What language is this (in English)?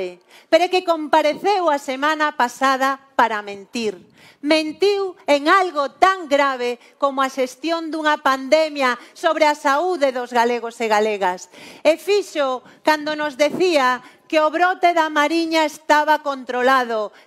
Galician